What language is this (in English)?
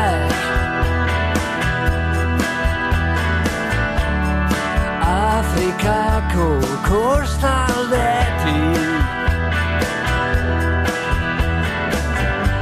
Basque